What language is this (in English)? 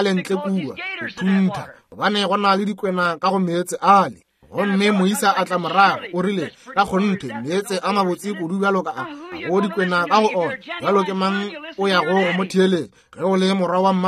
Northern Sotho